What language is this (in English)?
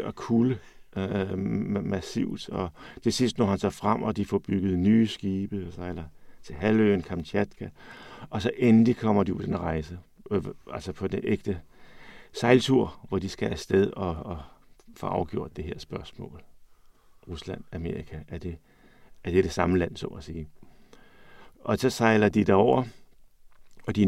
Danish